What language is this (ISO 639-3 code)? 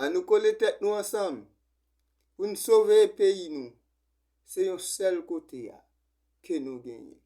hat